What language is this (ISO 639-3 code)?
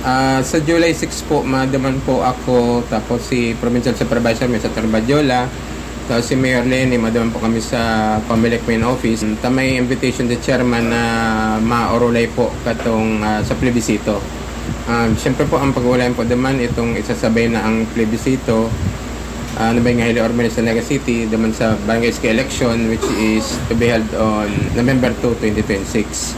bik